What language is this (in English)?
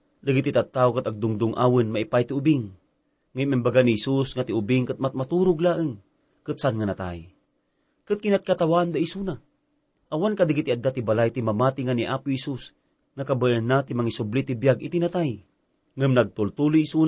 Iloko